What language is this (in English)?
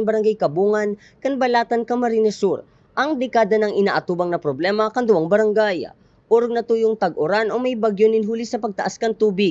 Bikol